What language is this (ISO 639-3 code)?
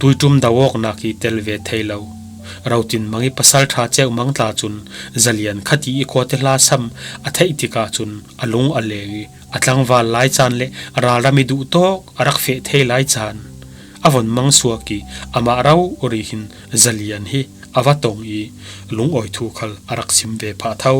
cfm